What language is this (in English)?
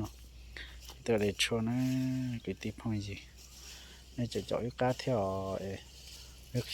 Hmong